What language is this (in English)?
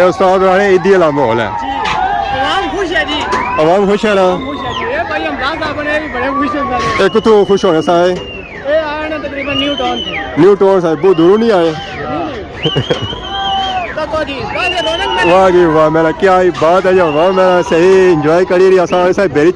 Pahari-Potwari